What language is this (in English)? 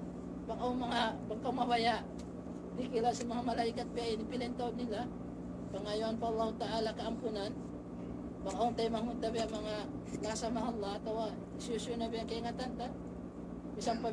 Tausug